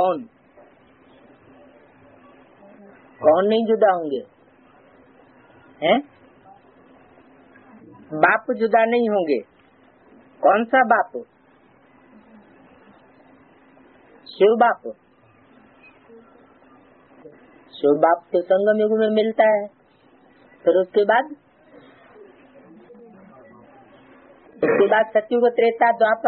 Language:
Hindi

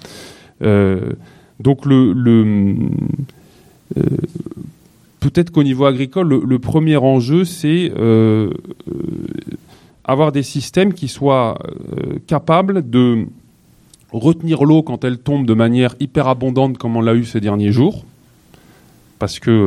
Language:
French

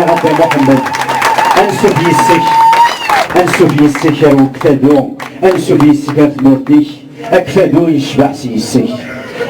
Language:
Kabyle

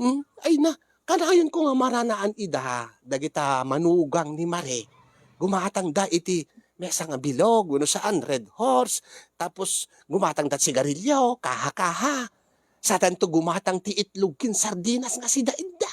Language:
Iloko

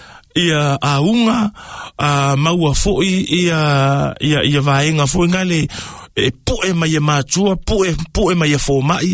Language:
Samoan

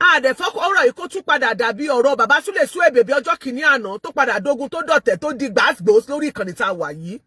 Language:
Yoruba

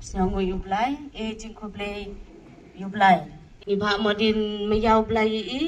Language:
Khasi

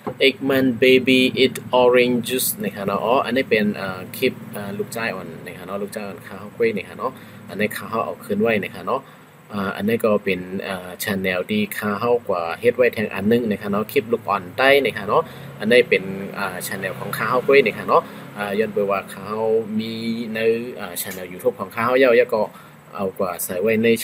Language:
Shan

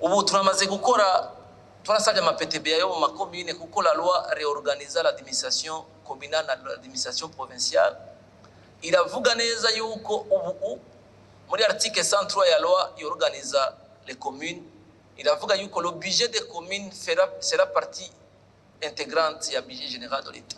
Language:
Rundi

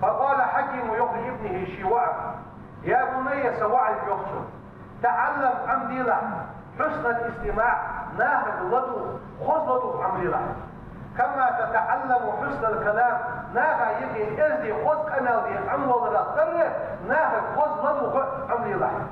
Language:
Ingush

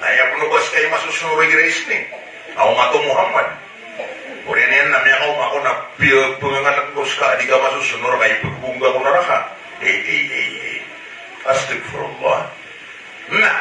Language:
Maranao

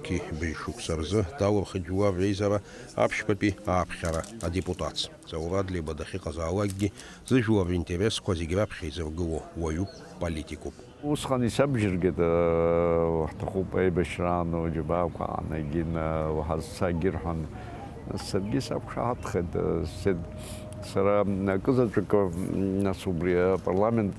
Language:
Abkhazian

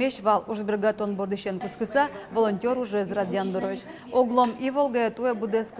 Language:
Udmurt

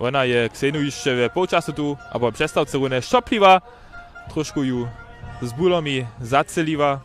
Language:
Upper Sorbian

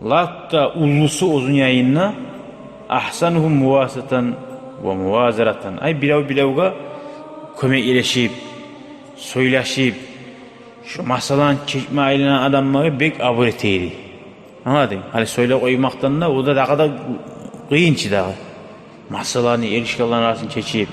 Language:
Kumyk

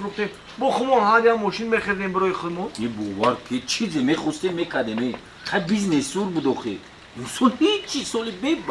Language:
Tajik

